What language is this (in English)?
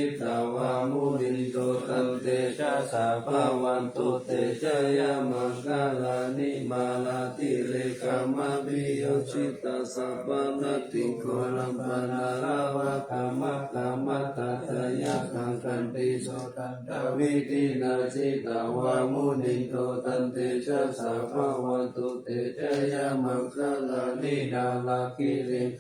Pali